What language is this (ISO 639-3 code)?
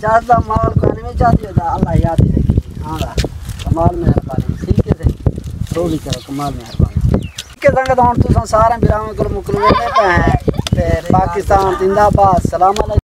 skr